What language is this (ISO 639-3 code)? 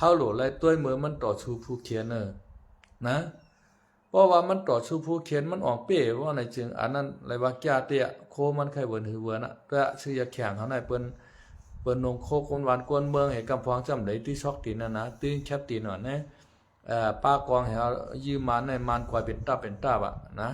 shn